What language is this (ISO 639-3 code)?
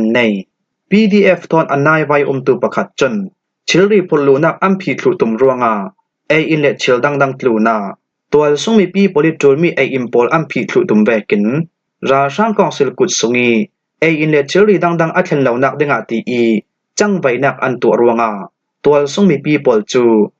cfm